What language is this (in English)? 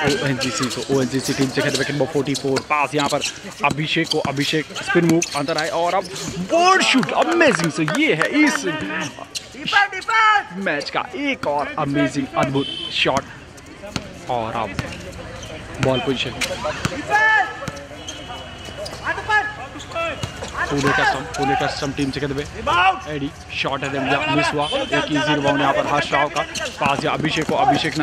Hindi